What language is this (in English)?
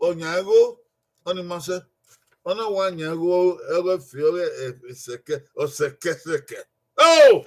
Bini